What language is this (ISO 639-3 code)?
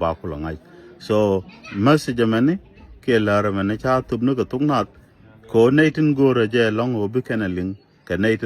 nus